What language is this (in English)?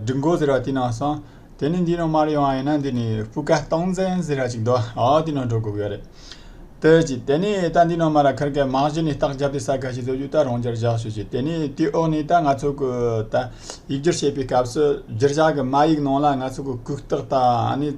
Tibetan